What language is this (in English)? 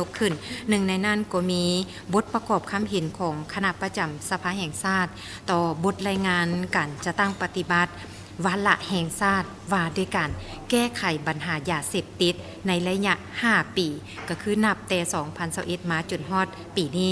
Lao